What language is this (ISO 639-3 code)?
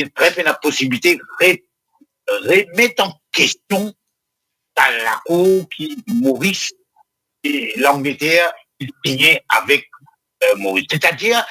mfe